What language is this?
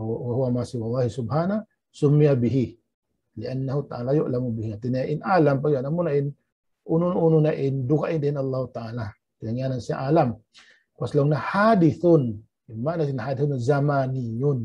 Tausug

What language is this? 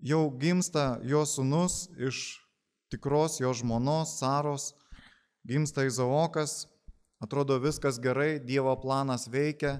Lithuanian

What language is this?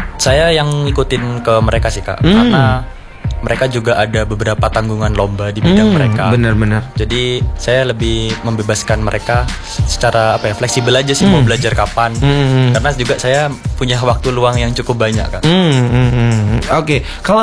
Indonesian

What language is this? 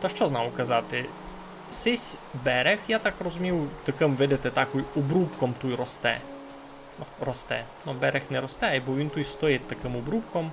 Rusyn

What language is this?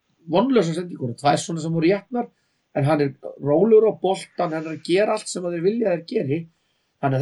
Icelandic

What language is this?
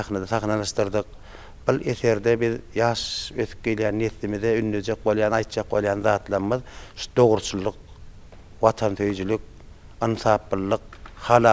Turkmen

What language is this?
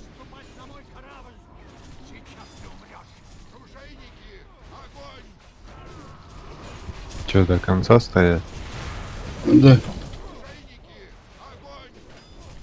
Russian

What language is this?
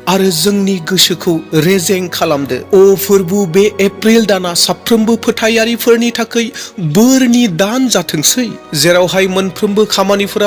Bodo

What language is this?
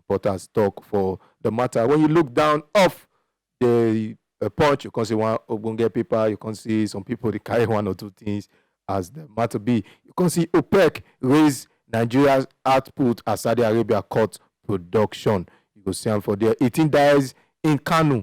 Nigerian Pidgin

